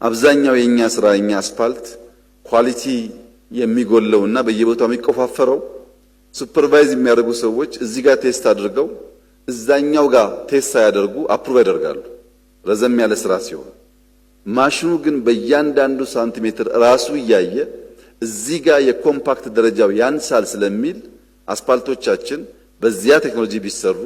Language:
Amharic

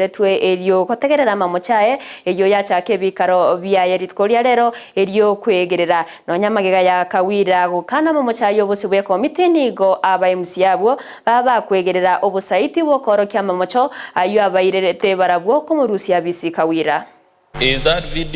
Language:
Gusii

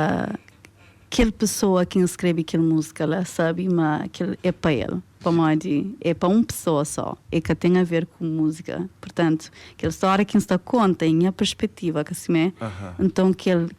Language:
Kabuverdianu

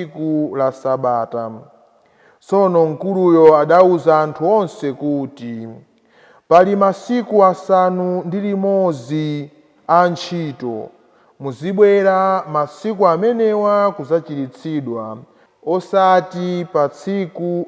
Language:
Nyanja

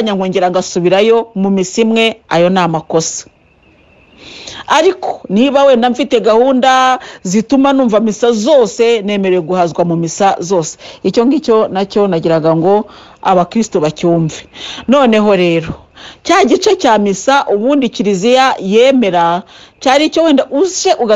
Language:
Kinyarwanda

